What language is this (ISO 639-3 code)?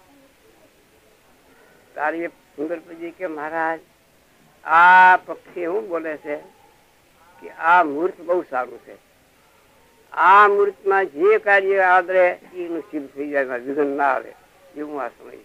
guj